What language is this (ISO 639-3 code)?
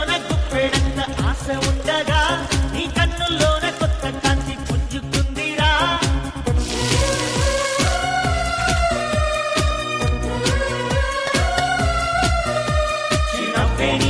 tel